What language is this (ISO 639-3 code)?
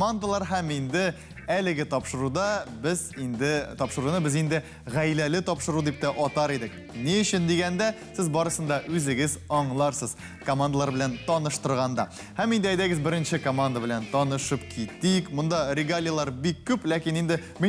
tat